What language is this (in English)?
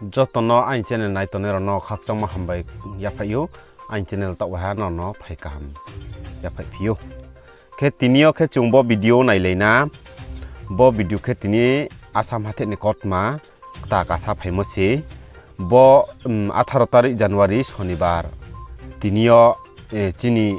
Riang (India)